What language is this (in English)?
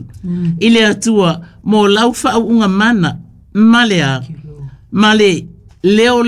Samoan